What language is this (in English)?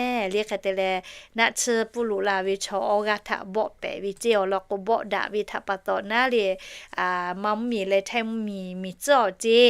Lahu